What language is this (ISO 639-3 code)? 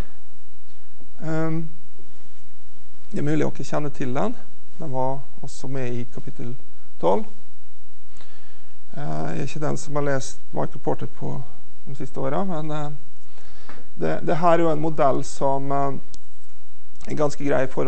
nor